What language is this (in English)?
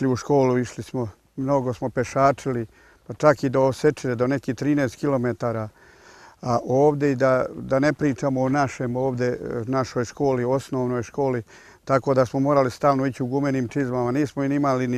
Serbian